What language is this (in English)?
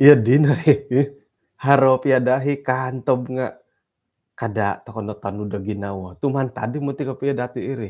Central Dusun